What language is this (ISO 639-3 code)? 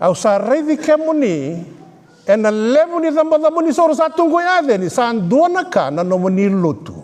fij